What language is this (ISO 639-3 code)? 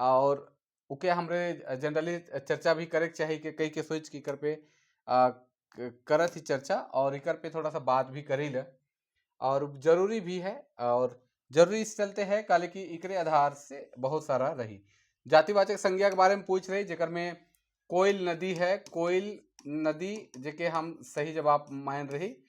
sck